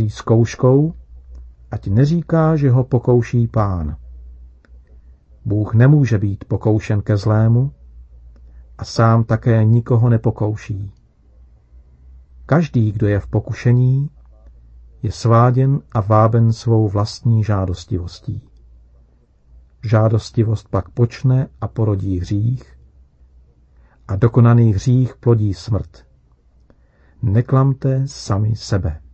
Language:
Czech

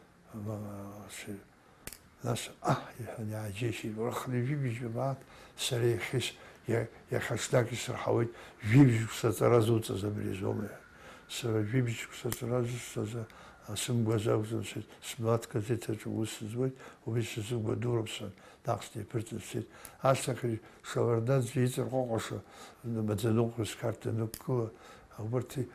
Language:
Abkhazian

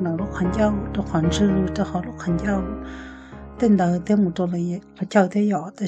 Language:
Hmong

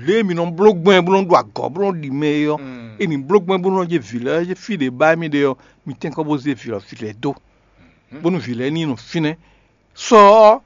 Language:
Fon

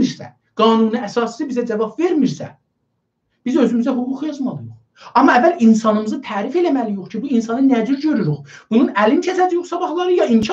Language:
South Azerbaijani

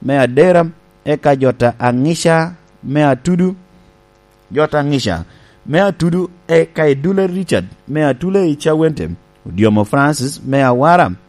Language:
Lango (Uganda)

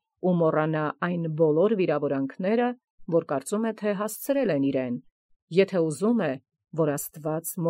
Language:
Armenian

